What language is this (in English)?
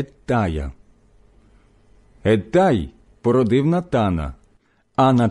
Ukrainian